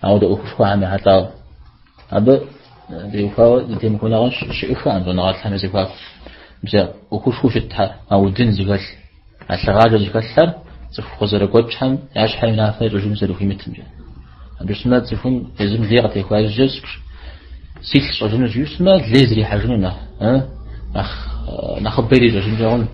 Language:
Kabardian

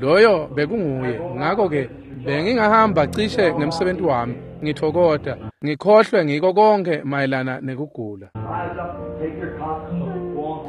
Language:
Swati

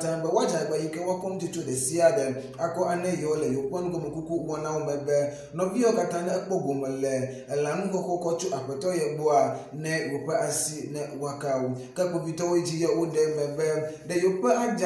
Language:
Ewe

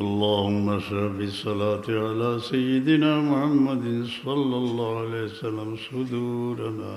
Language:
Sylheti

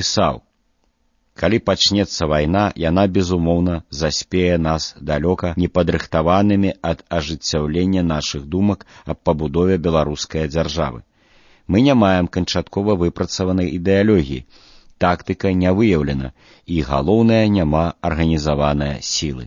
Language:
Belarusian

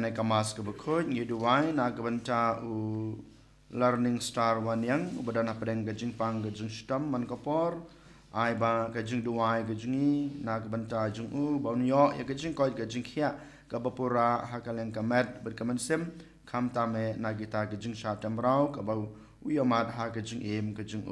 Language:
Khasi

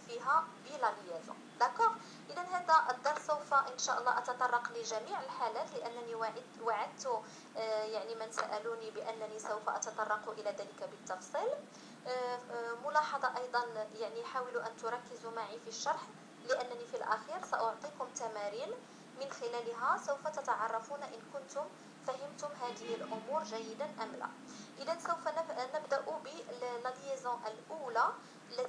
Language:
Arabic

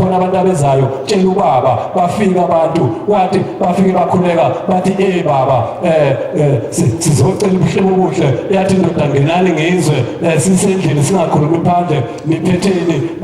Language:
Zulu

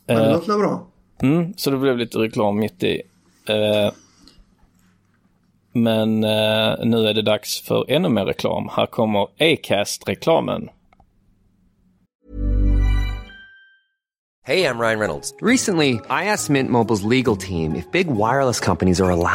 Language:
Swedish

